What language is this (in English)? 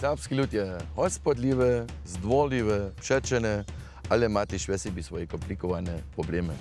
Upper Sorbian